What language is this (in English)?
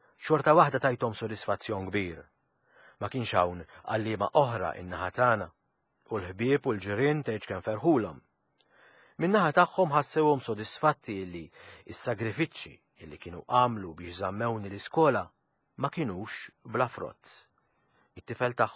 Maltese